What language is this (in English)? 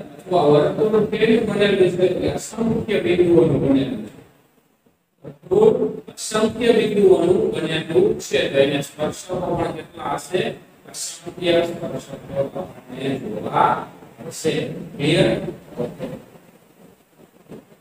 Gujarati